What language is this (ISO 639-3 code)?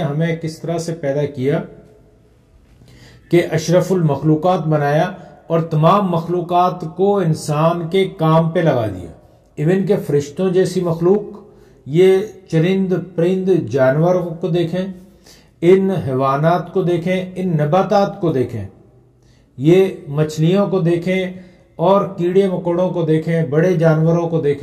urd